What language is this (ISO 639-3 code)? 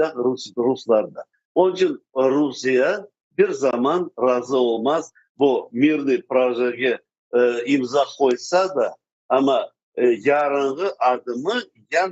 crh